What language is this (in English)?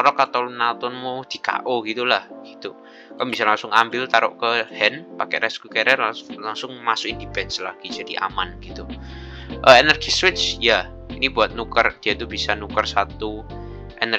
Indonesian